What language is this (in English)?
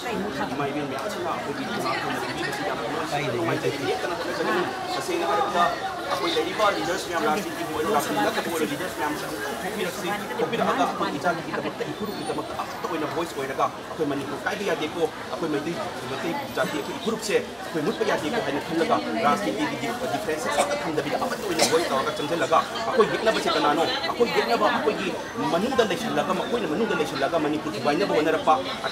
Manipuri